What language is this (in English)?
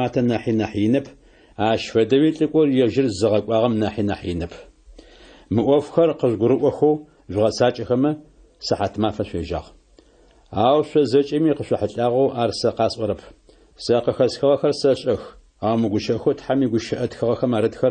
Adyghe